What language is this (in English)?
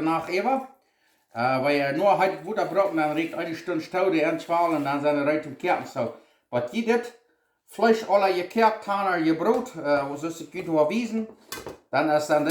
Plautdietsch